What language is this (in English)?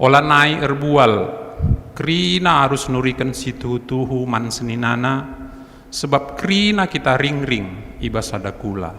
Batak Karo